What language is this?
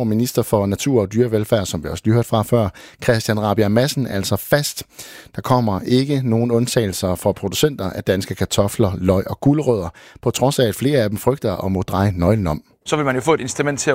Danish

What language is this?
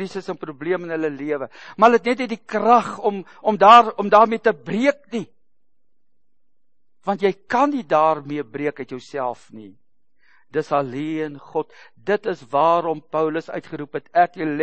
Afrikaans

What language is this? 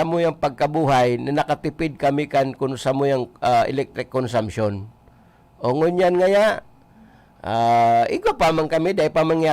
Bikol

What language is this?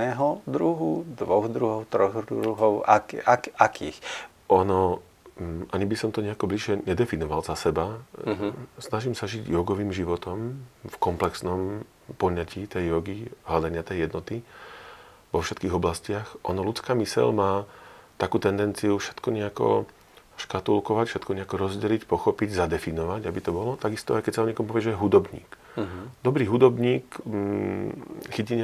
Slovak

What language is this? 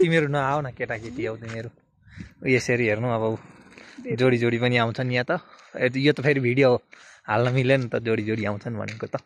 Nepali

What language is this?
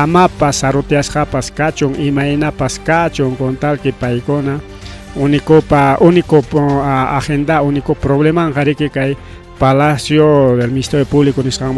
Ayacucho Quechua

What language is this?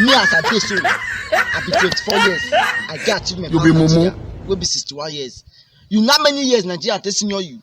Nigerian Pidgin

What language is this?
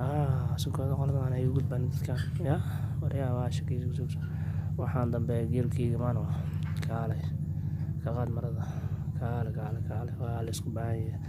Somali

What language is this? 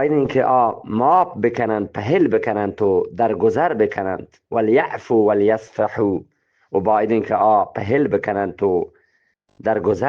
Eastern Balochi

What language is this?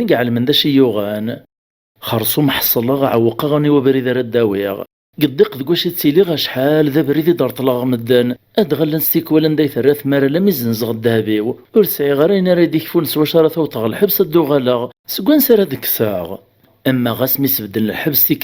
Kabyle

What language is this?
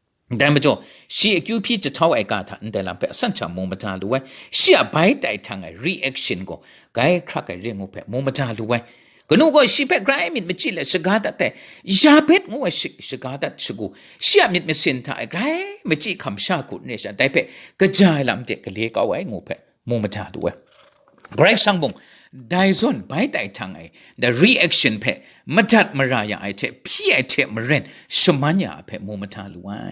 Kachin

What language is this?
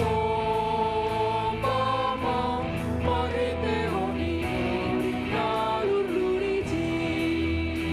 Batak Simalungun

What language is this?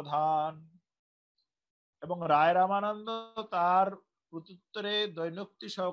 Bangla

